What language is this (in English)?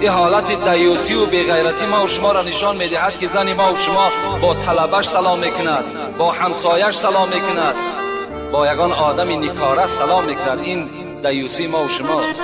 Tajik